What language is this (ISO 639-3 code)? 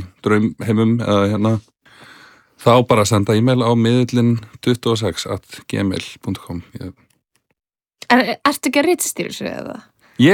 isl